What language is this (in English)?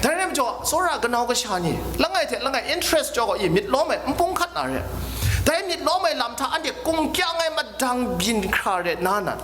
Kachin